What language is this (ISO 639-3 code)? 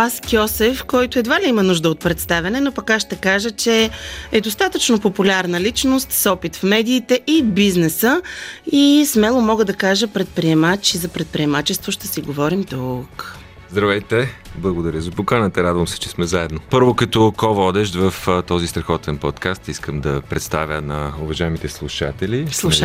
bul